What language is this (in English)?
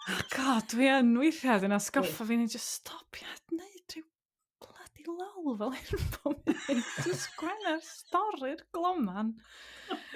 Welsh